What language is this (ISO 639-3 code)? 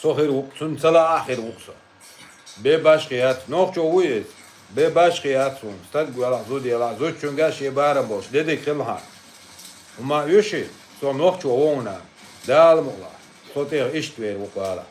che